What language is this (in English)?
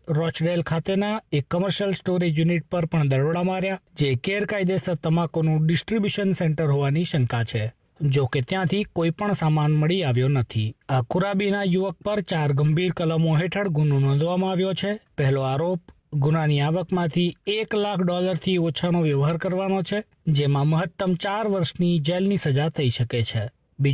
Gujarati